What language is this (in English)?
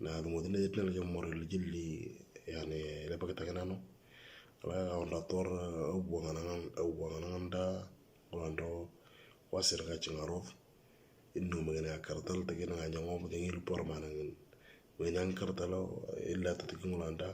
Moro